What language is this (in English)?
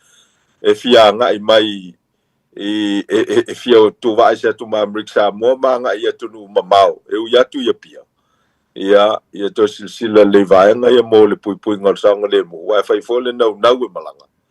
Samoan